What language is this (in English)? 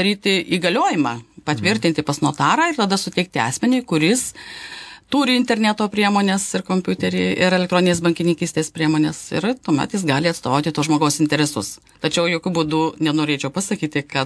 Lithuanian